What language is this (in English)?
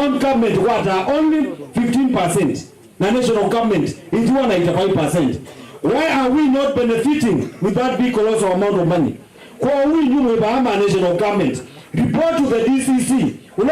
Kamba